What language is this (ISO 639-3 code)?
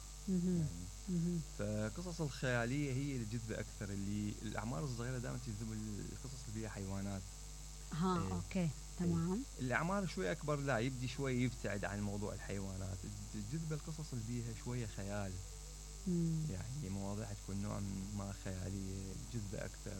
acm